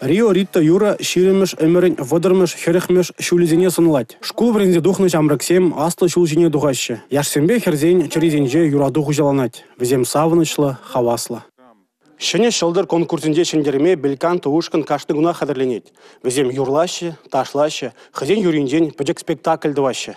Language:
Chuvash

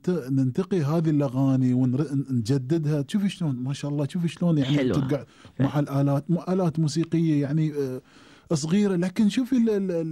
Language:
Gulf Arabic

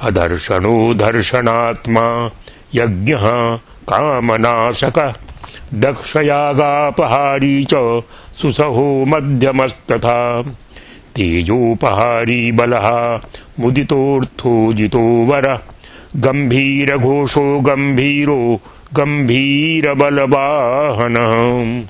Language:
Sanskrit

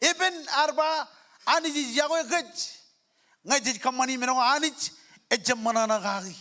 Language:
Marshallese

